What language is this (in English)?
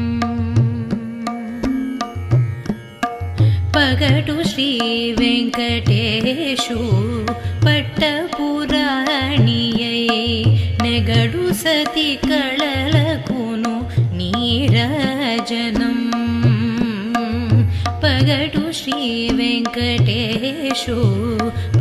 Telugu